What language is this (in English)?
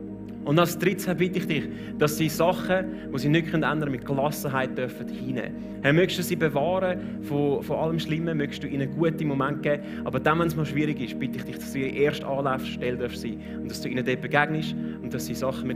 Swiss German